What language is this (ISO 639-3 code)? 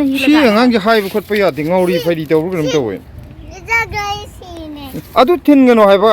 mni